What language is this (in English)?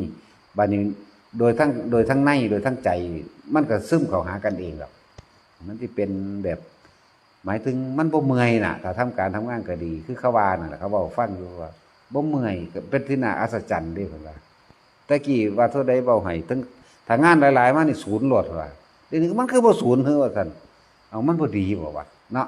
Northeastern Thai